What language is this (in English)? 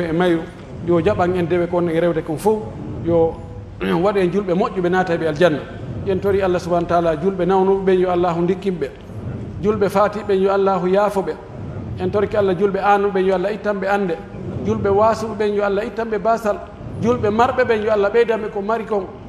Pular